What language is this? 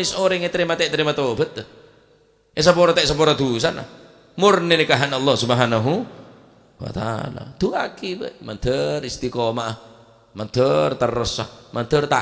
Madurese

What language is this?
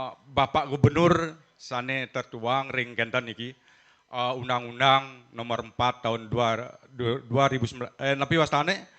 Balinese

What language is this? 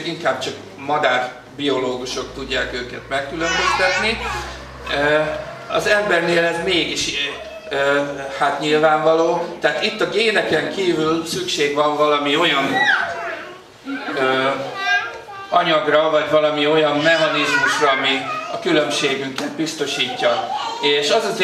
Hungarian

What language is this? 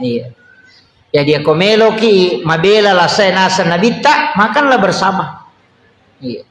Buginese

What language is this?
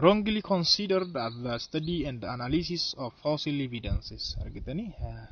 Oromo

